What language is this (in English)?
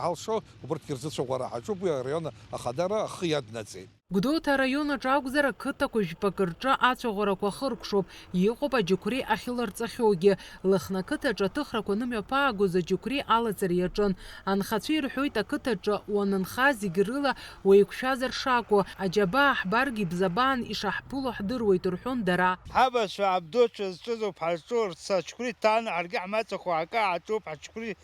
Abkhazian